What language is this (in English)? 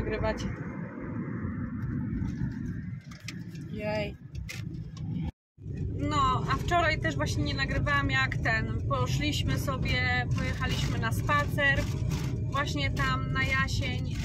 Polish